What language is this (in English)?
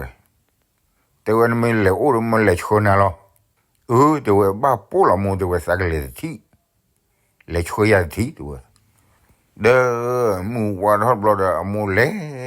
S'gaw Karen